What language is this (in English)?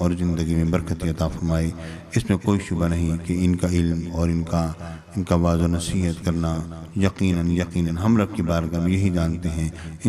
Urdu